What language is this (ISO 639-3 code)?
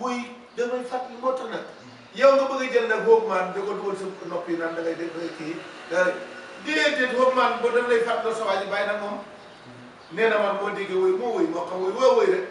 wol